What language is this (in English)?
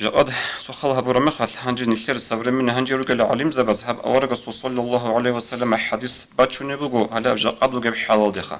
Avaric